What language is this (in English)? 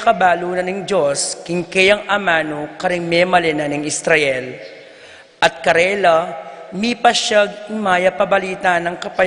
Pampanga